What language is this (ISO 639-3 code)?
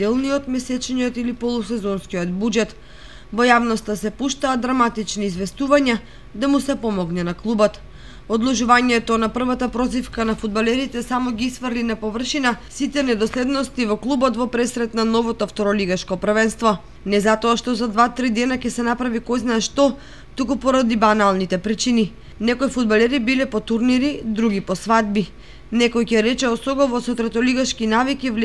mkd